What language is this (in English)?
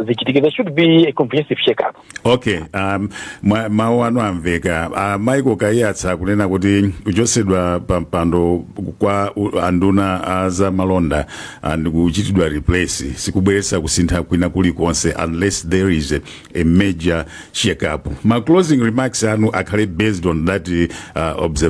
Nyanja